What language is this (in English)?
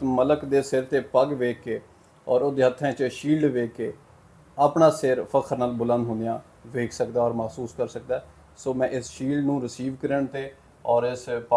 Western Panjabi